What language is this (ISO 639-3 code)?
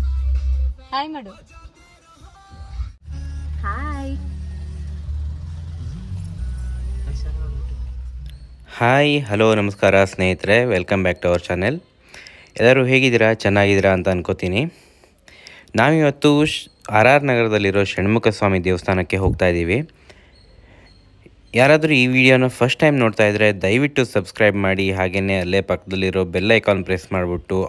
kan